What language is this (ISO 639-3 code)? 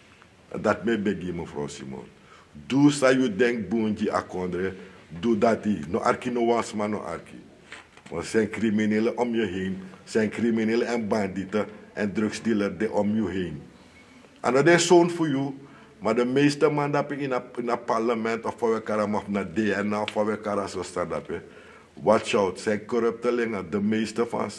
srn